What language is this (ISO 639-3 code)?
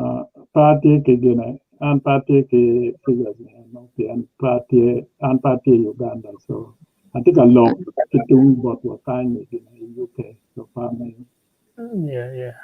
ach